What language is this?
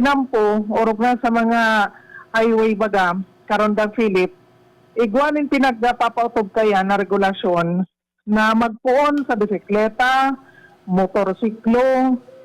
Bikol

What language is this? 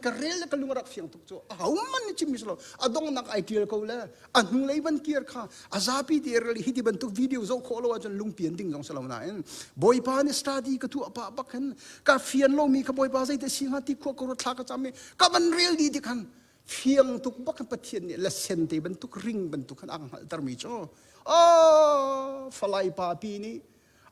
Hakha Chin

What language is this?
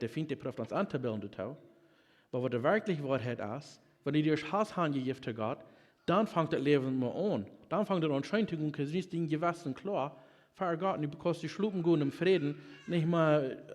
Plautdietsch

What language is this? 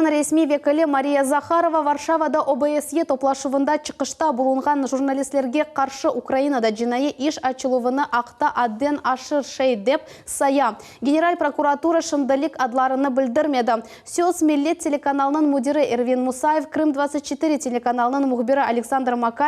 Crimean Tatar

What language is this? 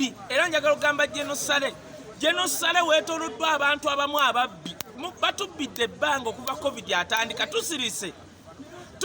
Ganda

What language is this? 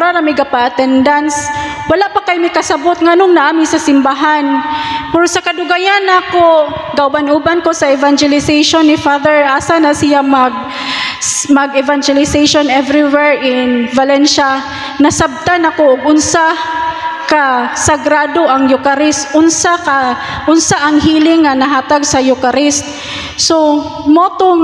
Cebuano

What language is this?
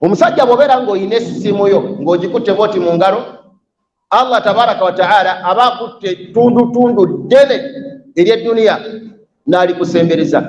Ganda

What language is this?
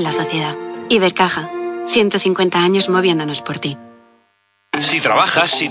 Spanish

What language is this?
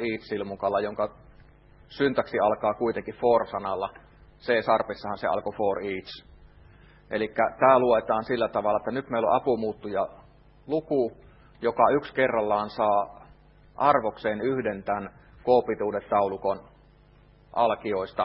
Finnish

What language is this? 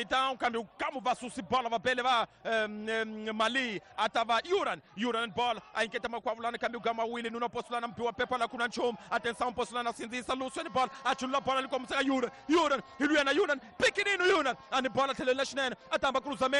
Tsonga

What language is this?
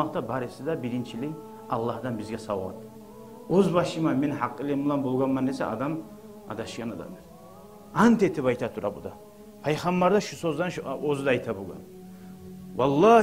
Kumyk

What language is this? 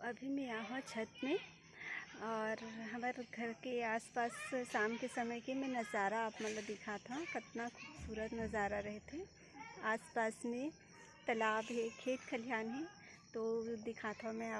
Chhattisgarhi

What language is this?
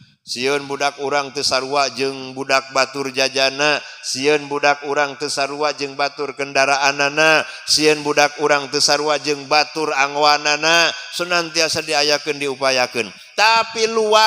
Sundanese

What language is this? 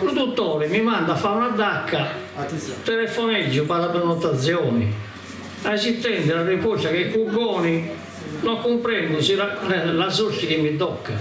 Sardinian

